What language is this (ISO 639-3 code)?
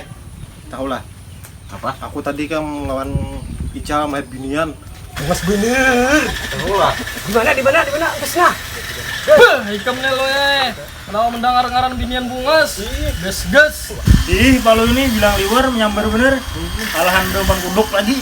bjn